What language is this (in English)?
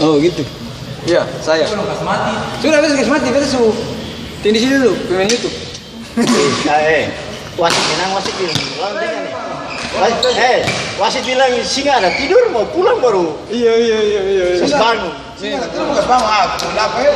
Ambonese Malay